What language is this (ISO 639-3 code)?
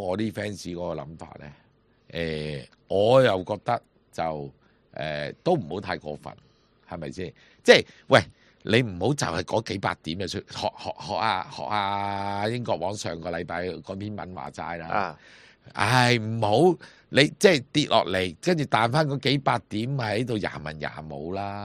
yue